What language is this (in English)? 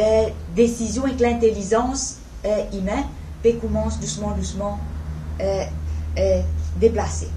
Morisyen